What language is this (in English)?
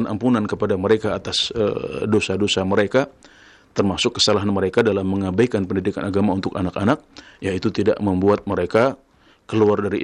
Indonesian